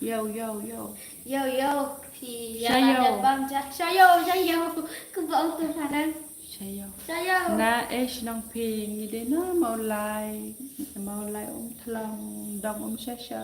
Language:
Khasi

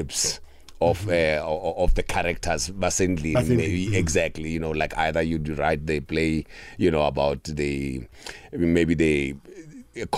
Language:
South Ndebele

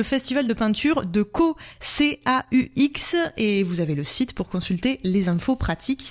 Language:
French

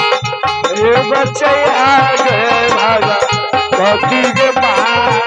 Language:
Maithili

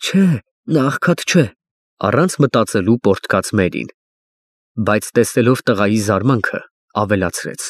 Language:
Armenian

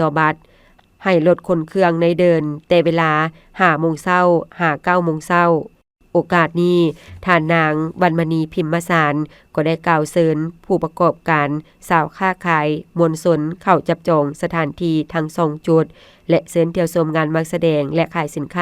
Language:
Lao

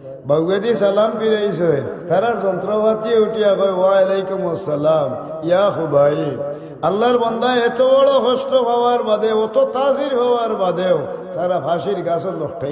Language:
Sylheti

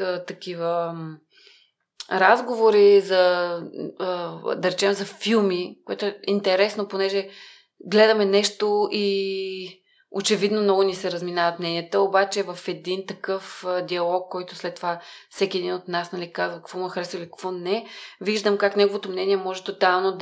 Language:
Bulgarian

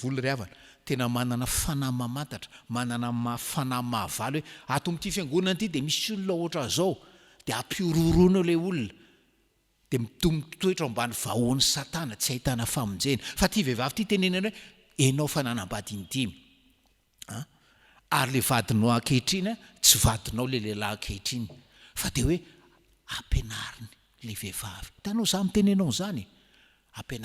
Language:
Malagasy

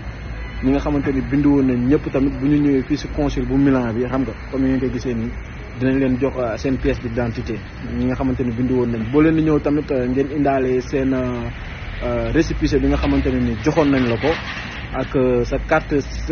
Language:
Wolof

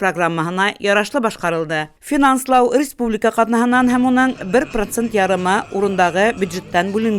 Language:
Bashkir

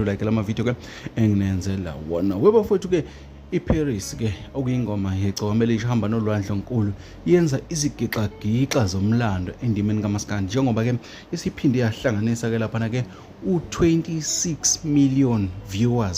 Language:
Zulu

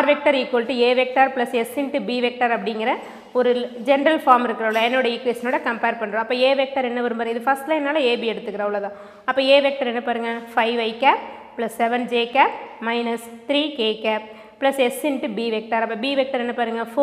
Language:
Tamil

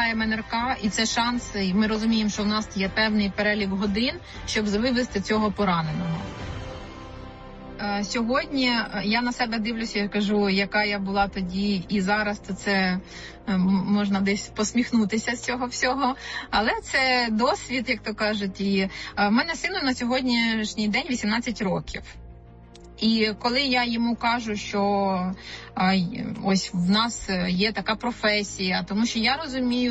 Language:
Ukrainian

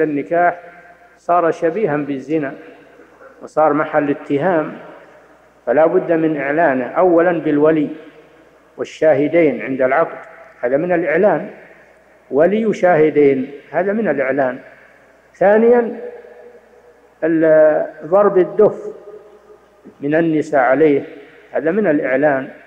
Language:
Arabic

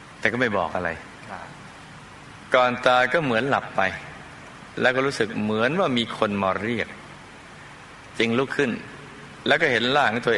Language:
Thai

